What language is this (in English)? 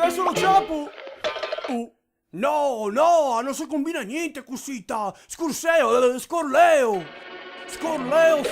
Venetian